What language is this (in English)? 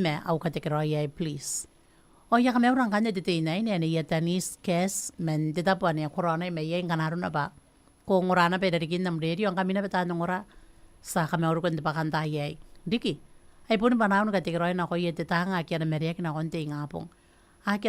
Gilbertese